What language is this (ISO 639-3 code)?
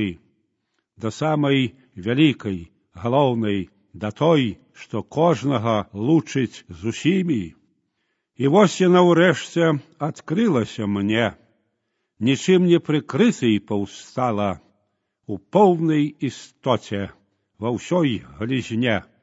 bel